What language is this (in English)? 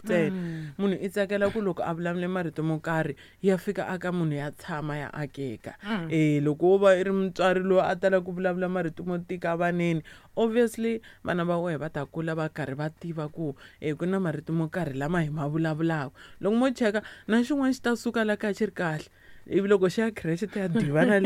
Tsonga